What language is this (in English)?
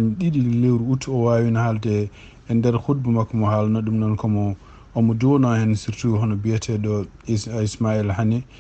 Fula